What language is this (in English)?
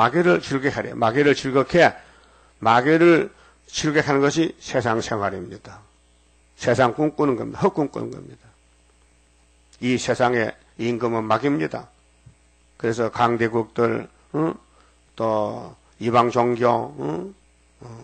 Korean